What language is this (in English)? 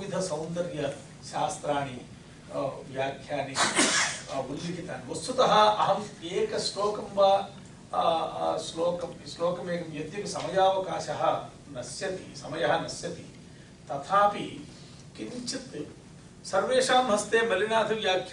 Sanskrit